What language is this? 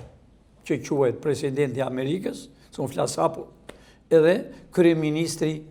Albanian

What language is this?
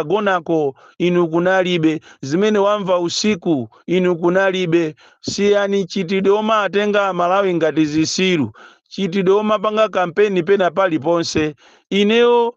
Nyanja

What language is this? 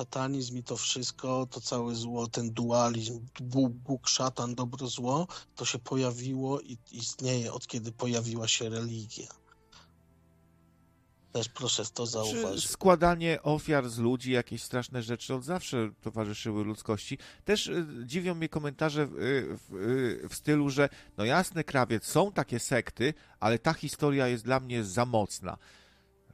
Polish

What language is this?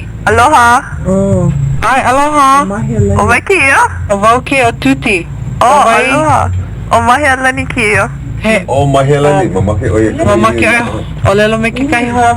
Hawaiian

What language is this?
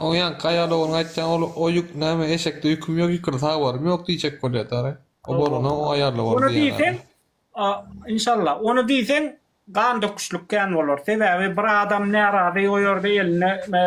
Turkmen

